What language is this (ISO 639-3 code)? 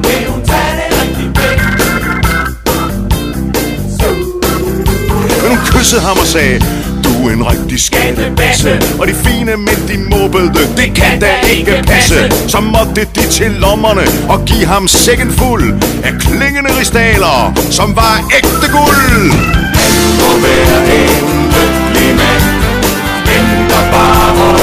dan